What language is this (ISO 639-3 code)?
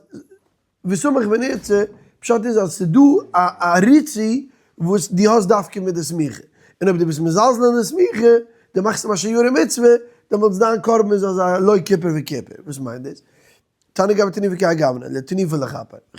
yid